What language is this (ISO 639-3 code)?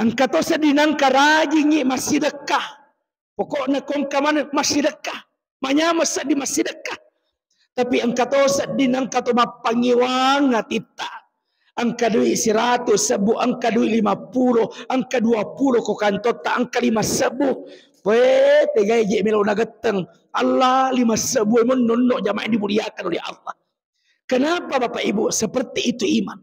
bug